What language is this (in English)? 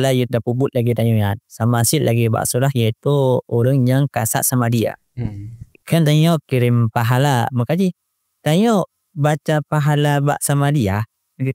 Achinese